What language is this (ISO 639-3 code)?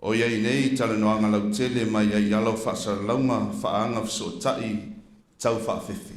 smo